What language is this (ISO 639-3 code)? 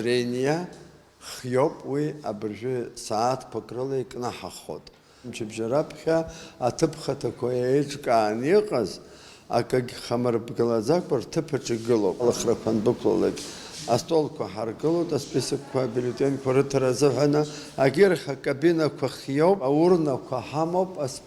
abk